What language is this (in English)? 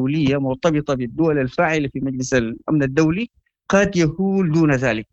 Sudanese Arabic